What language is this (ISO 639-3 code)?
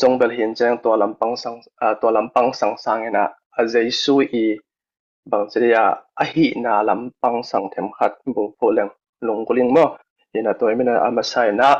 ctd